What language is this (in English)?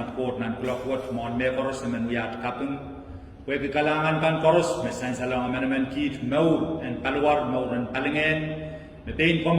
Pohnpeian